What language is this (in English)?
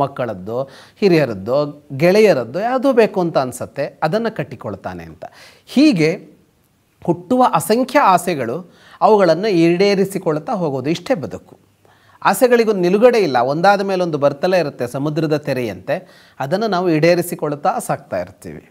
Kannada